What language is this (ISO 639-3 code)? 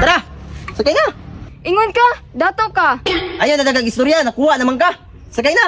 ceb